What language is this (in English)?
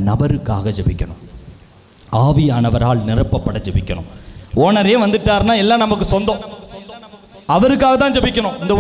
Tamil